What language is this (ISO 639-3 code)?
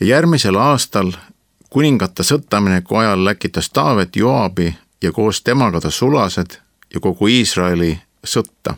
est